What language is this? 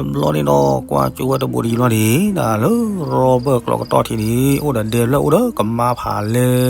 S'gaw Karen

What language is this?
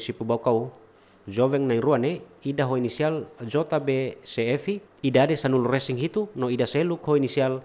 Tetum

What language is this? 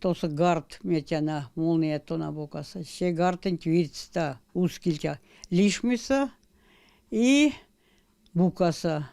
Erzya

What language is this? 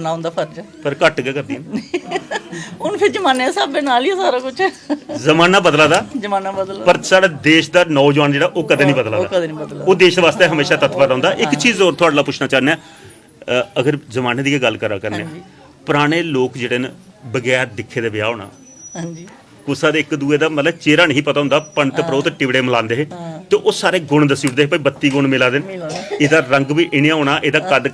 Dogri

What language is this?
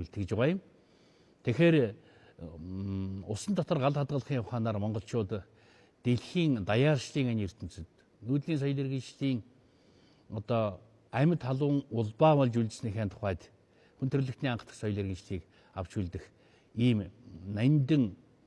Mongolian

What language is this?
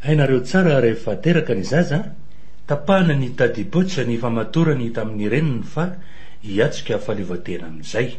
Malagasy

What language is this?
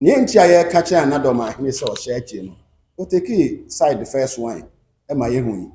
Akan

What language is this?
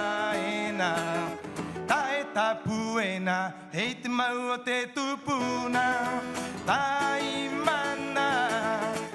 Rapanui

